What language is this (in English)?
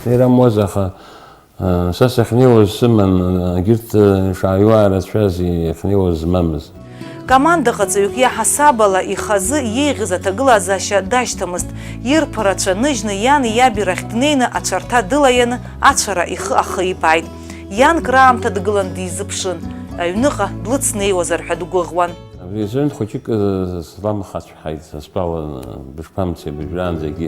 Abkhazian